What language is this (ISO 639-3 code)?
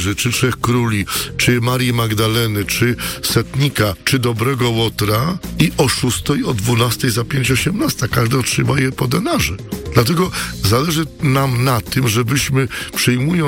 pol